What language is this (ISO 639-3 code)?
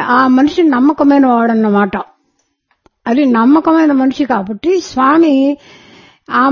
tel